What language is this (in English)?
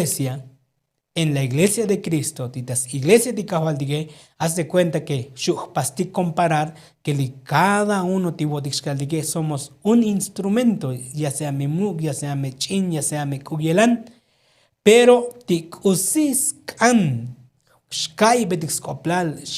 Tzotzil